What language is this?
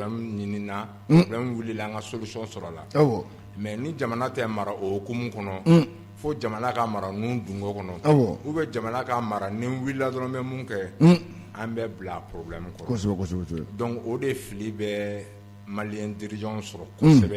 Bambara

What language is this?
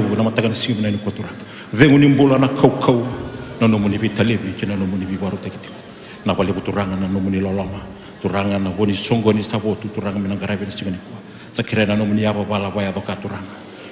Fijian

